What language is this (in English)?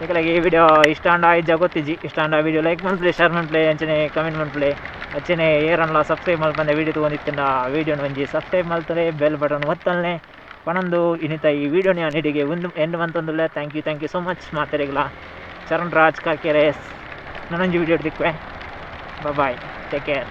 Tulu